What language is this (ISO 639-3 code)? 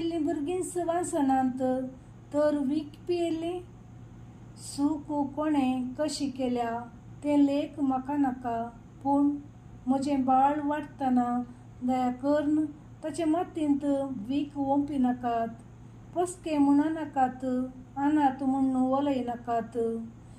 kok